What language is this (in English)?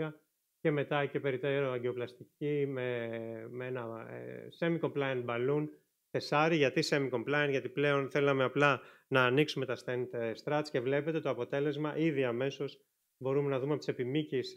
Greek